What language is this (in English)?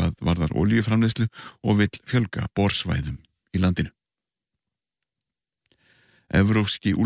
Icelandic